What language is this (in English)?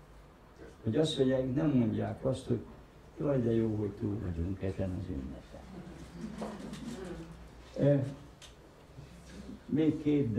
Hungarian